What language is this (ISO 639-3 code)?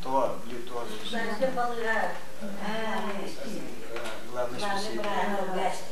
sah